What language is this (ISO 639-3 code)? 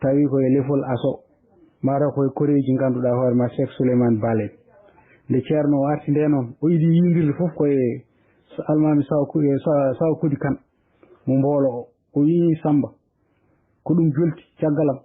ful